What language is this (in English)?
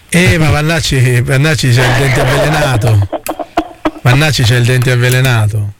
Italian